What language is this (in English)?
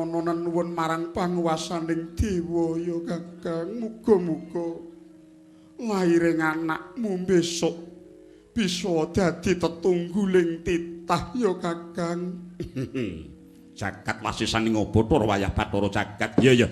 Javanese